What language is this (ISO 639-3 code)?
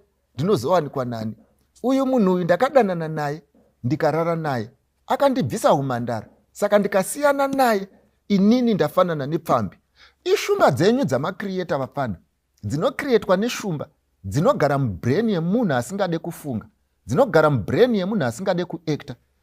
sna